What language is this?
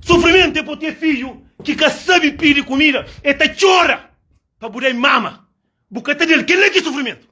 Kabuverdianu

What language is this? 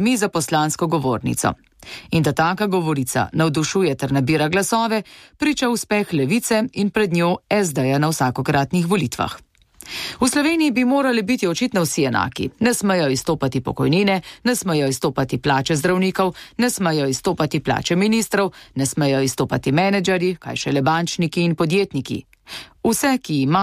Slovenian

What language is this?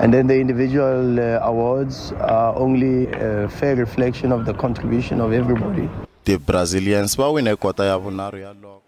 Tsonga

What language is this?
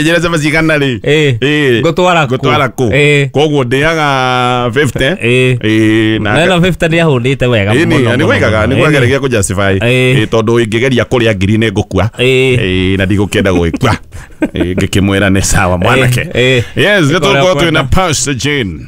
Kikuyu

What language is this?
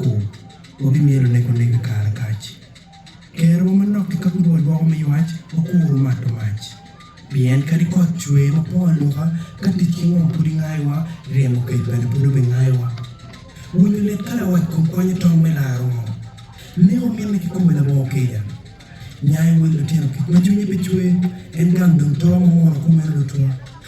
Acoli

